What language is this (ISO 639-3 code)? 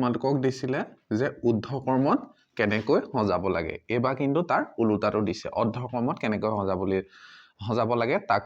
asm